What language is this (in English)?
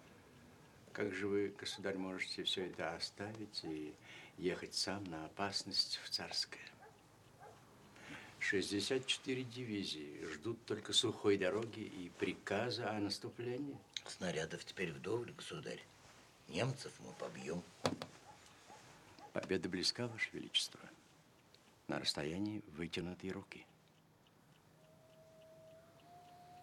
Russian